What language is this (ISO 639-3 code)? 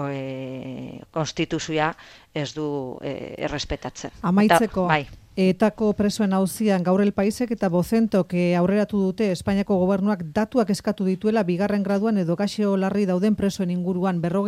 eus